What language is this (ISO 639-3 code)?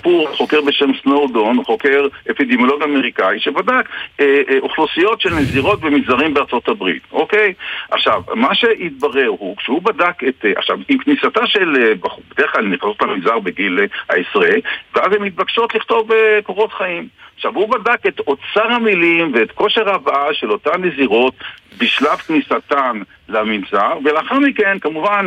heb